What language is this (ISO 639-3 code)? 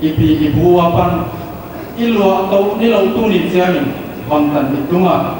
pck